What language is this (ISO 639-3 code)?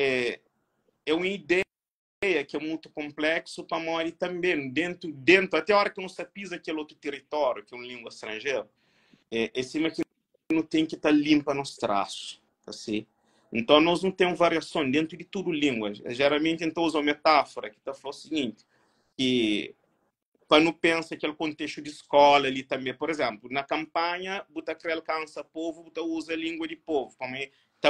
kea